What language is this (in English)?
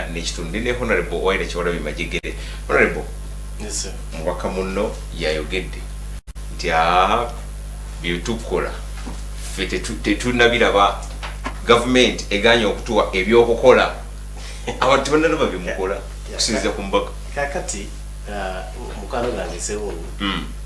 Ganda